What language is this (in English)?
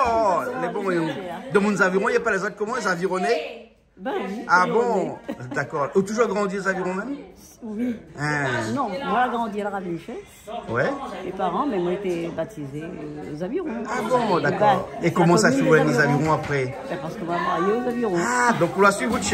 Réunion Creole French